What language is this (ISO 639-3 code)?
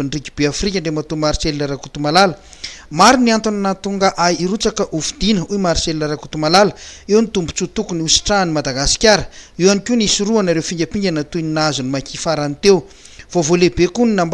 mlg